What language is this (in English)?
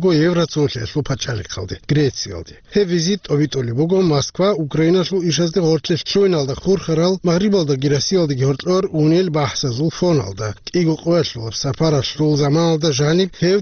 Avaric